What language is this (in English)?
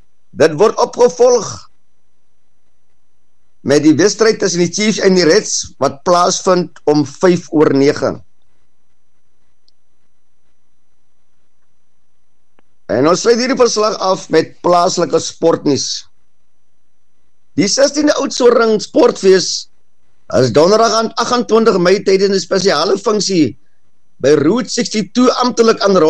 Afrikaans